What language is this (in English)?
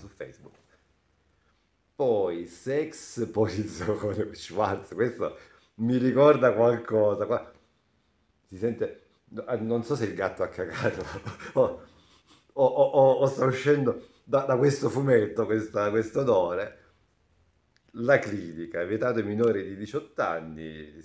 Italian